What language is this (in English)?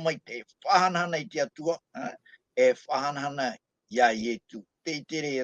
Tahitian